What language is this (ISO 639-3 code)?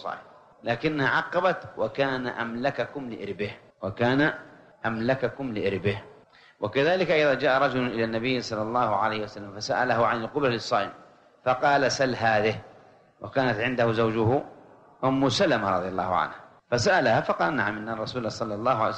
ara